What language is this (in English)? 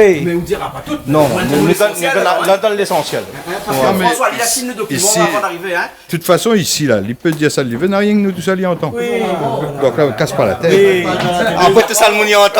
Réunion Creole French